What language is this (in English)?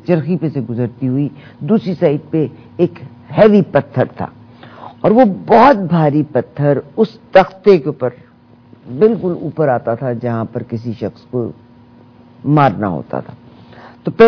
Urdu